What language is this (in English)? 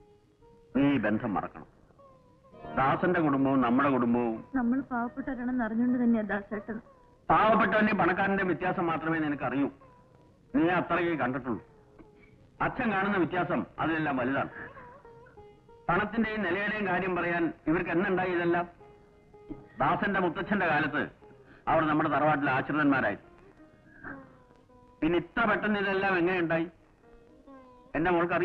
Malayalam